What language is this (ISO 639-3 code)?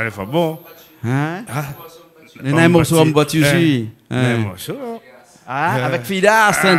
rcf